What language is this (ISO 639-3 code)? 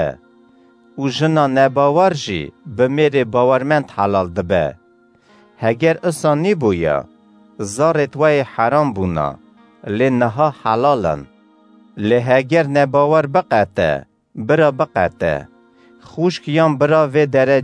kur